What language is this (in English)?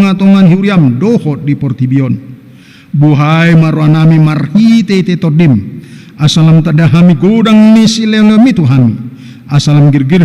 Batak Toba